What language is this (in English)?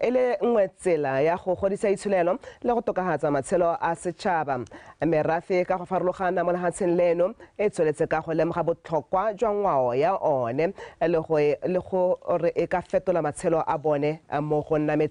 Tswana